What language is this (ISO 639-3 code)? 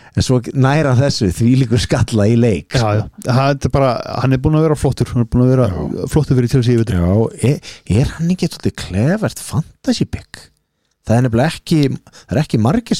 isl